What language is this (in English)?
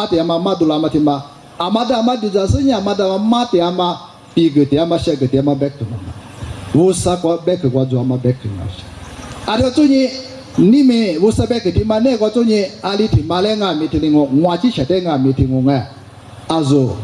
Lisu